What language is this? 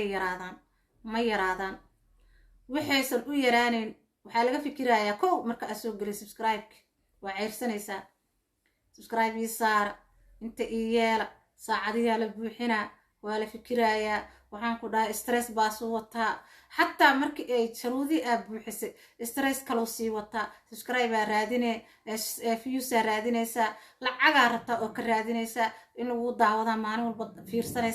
Somali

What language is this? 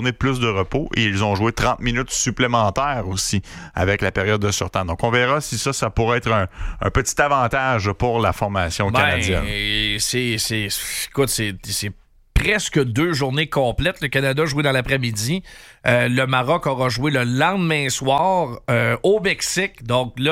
French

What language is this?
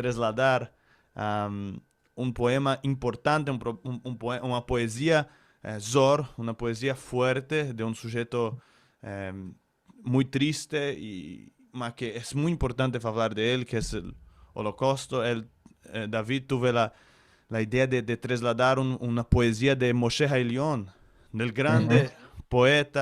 Ladino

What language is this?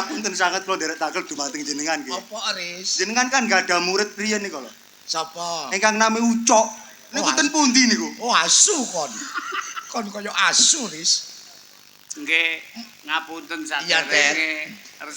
Javanese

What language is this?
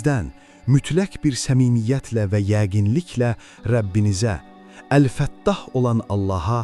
Azerbaijani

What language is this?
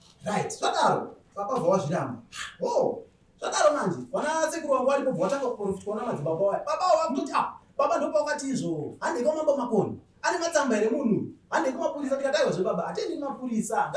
Shona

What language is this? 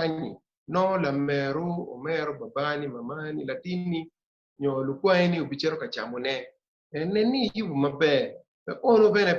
Acoli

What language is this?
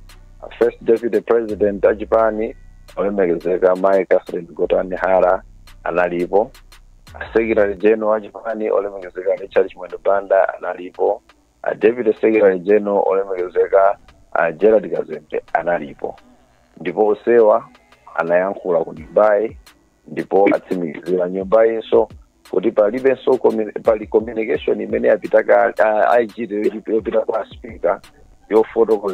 Nyanja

